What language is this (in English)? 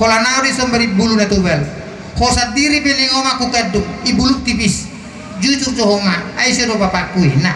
Batak Toba